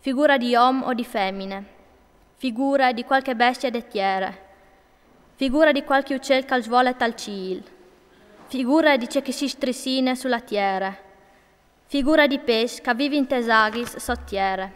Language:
Friulian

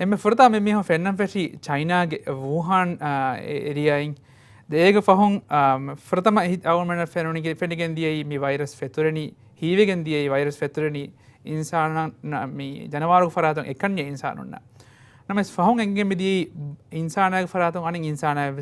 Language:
Divehi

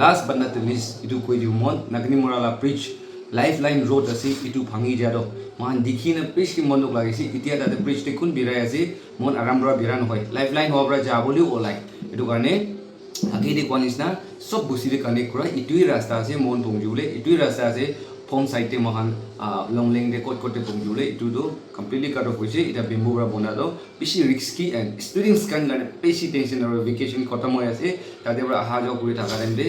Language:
Naga Pidgin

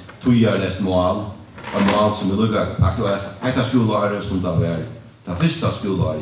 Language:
Faroese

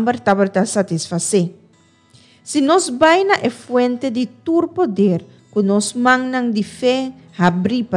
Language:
Papiamento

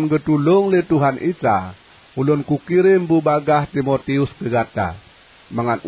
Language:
Achinese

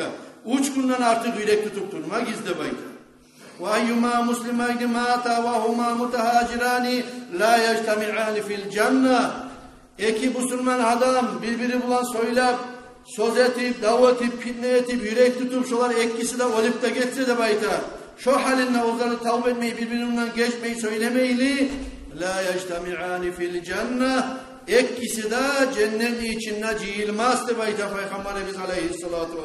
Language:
Kumyk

